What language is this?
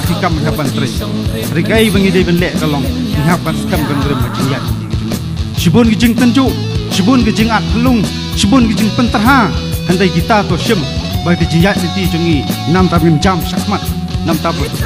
Khasi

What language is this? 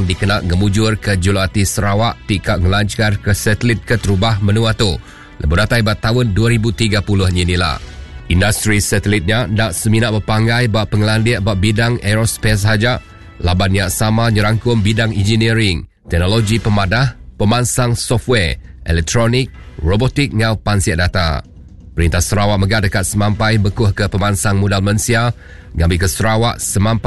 Iban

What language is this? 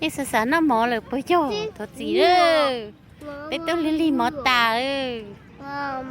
Hmong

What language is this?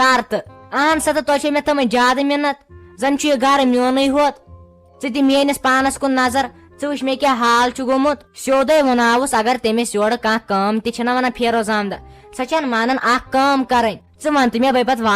Kashmiri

